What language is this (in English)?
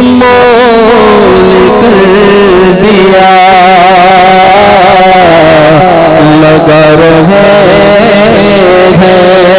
Hindi